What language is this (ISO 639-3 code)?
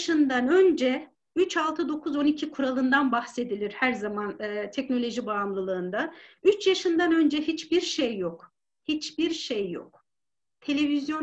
tur